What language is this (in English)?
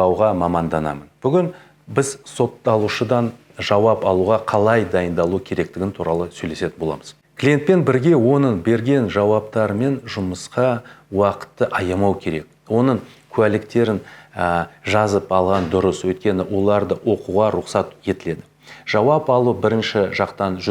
Kazakh